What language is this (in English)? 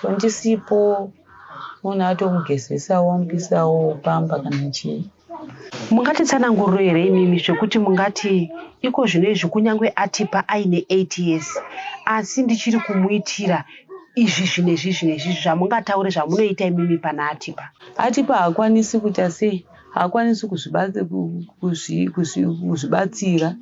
Shona